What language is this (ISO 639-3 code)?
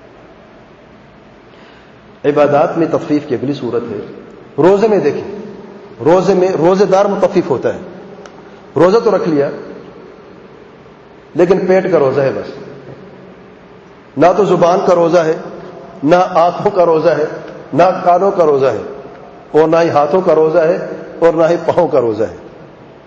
urd